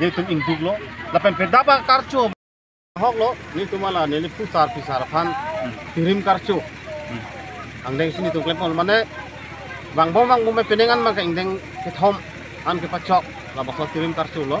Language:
Karbi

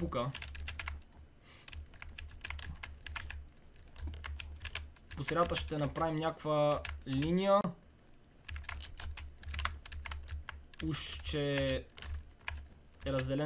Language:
Bulgarian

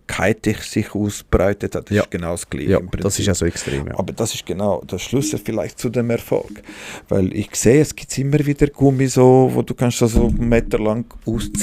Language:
Swiss German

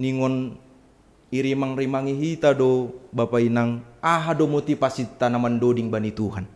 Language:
Batak Simalungun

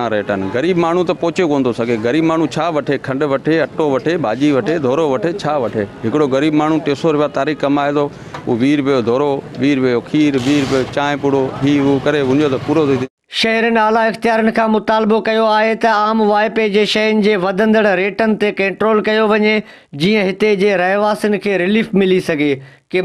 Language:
Sindhi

